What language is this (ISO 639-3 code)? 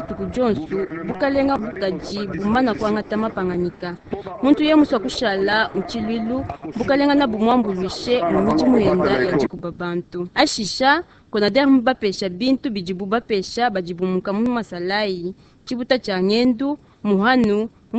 lua